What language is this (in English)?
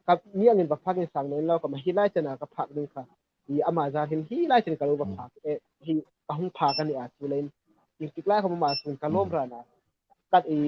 Hmar